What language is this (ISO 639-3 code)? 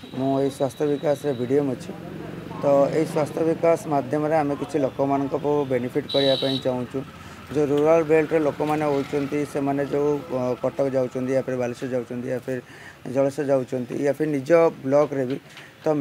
ori